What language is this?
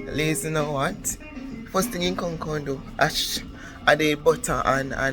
Jamaican Creole English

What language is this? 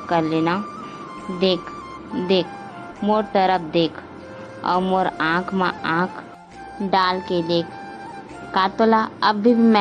Chhattisgarhi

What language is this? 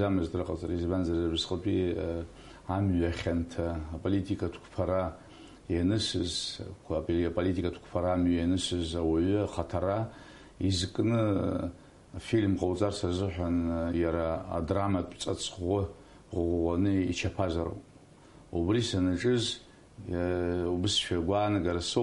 Abkhazian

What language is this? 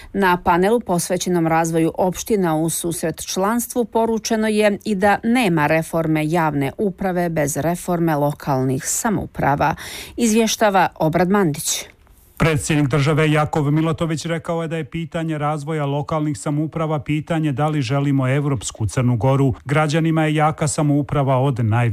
Serbian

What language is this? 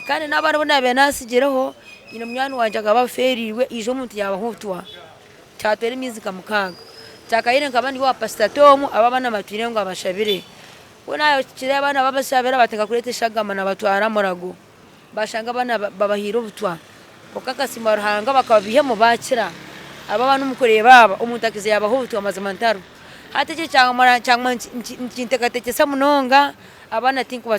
Nyankole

